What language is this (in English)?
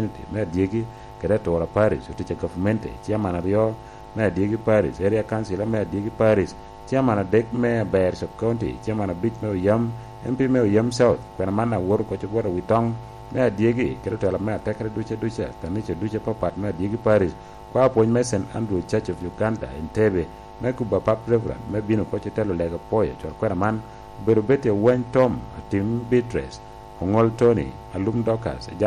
Lango (Uganda)